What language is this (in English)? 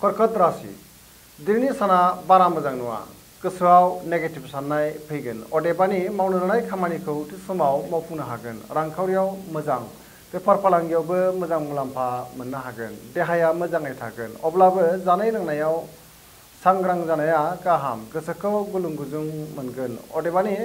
Bodo